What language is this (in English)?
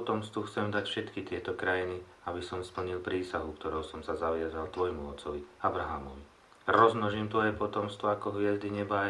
Slovak